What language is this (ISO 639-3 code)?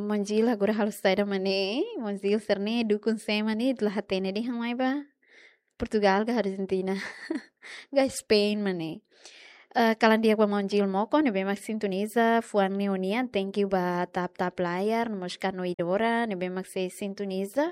tet